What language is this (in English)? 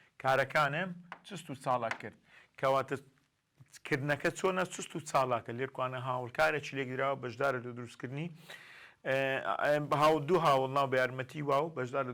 Central Kurdish